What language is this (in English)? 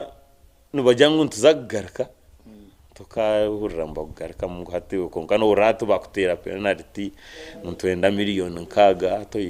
Nyankole